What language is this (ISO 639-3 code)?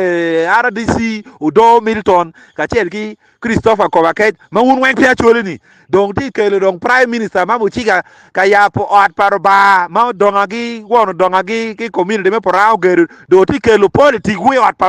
ach